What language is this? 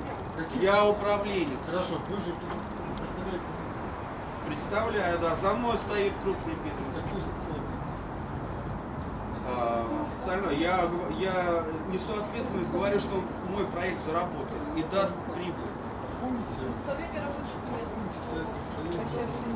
Russian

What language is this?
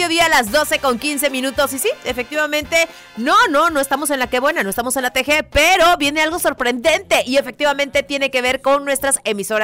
Spanish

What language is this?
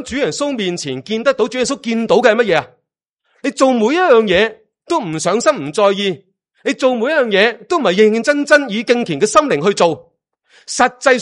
Cantonese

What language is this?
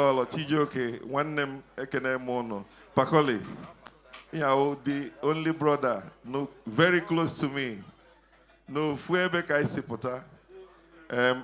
Igbo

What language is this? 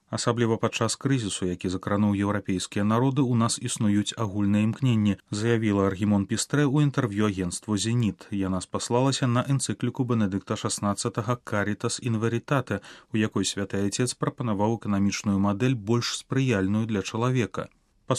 Belarusian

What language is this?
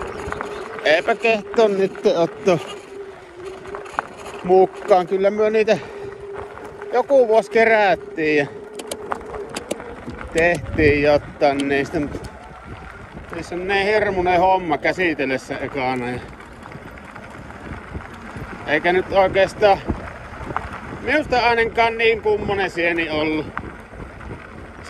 Finnish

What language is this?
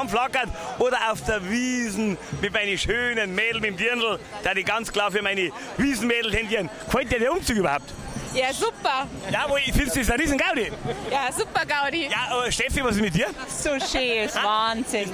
Bavarian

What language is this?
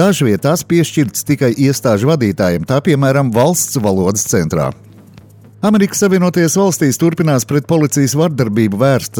Latvian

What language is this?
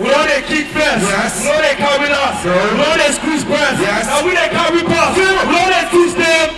Nigerian Pidgin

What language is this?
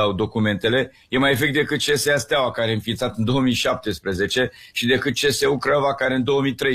Romanian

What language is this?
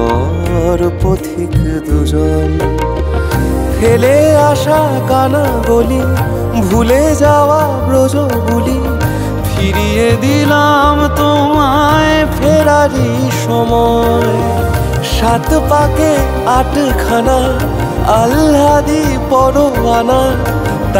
Bangla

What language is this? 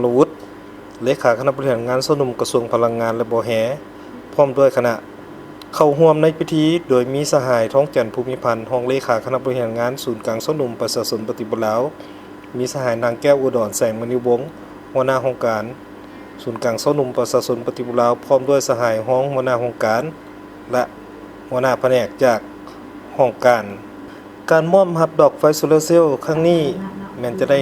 Lao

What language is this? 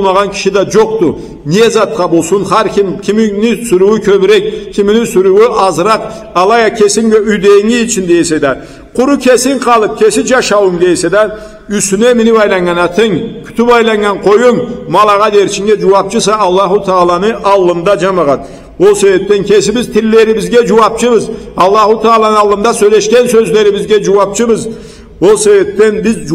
Karachay-Balkar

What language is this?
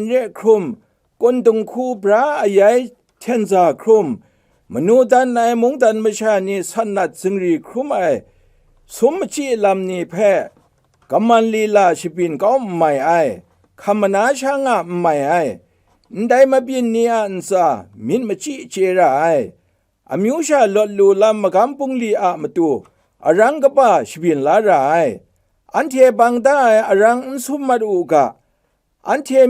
Kachin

